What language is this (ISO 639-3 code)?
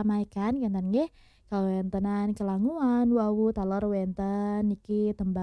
ban